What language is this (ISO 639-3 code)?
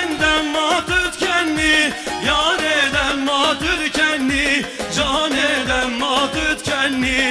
kur